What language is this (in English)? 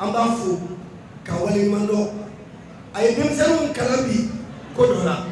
Bambara